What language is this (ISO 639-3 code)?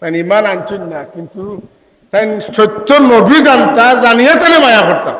syl